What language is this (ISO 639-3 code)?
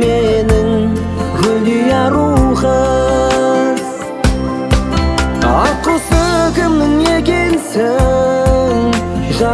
kaz